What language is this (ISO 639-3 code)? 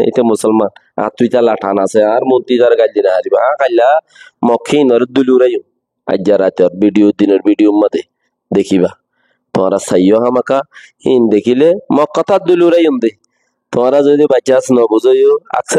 rhg